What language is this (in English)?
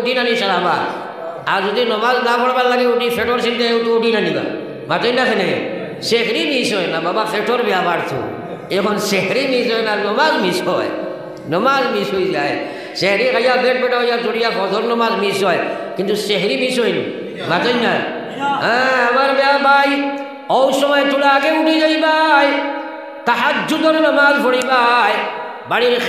Sylheti